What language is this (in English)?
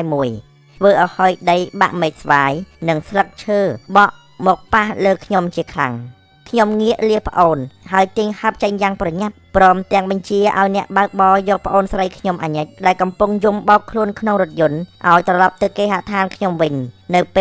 Khmer